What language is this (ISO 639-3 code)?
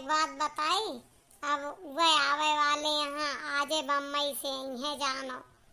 awa